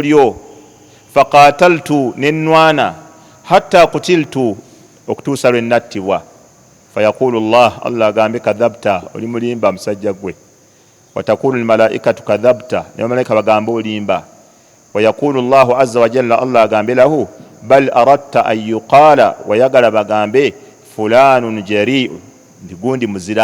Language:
Ganda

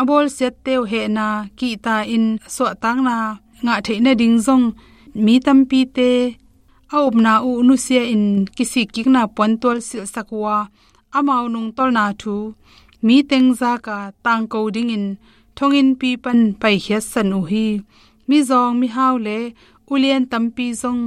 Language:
Tedim Chin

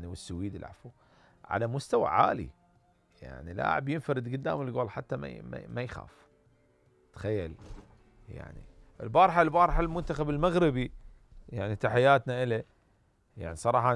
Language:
Mesopotamian Arabic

